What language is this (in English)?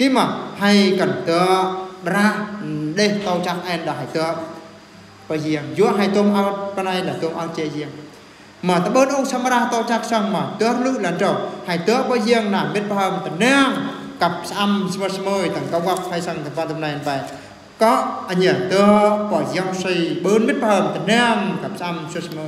Eastern Bru